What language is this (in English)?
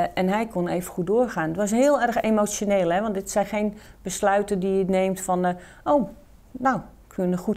Dutch